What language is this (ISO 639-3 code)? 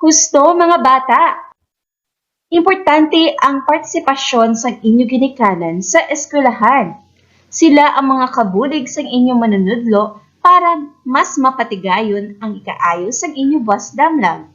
hil